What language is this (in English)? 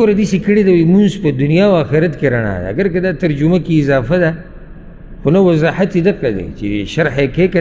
Pashto